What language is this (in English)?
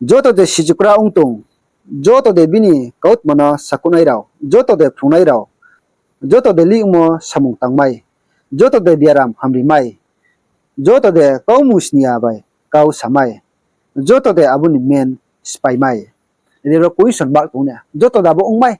Riang (India)